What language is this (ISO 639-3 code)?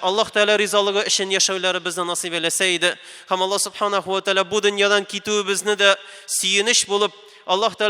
tat